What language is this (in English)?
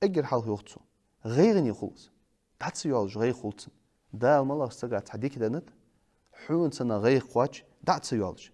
Ingush